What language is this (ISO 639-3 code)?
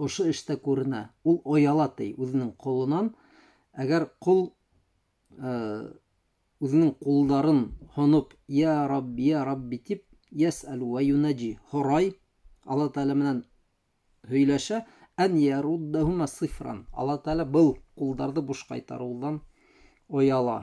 bak